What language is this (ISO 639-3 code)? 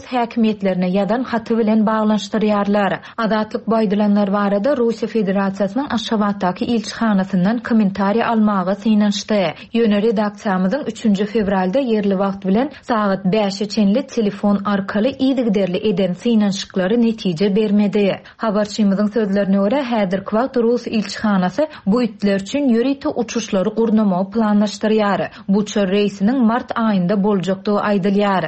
tuk